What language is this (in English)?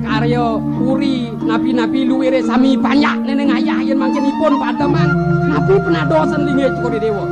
Balinese